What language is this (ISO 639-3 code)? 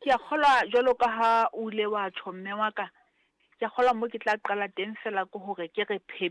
sot